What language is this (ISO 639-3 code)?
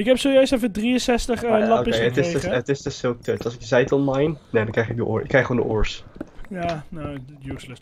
nld